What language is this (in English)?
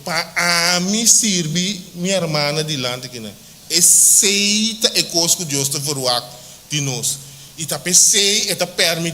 Papiamento